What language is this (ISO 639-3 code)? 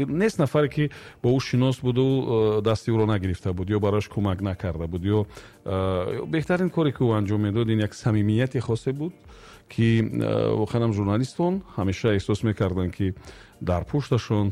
tgk